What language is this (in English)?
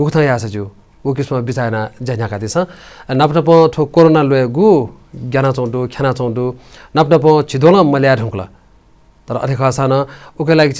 Newari